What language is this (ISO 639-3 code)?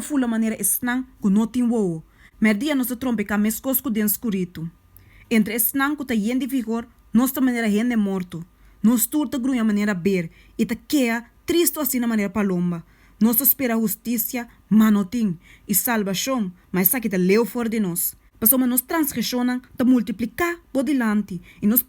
pap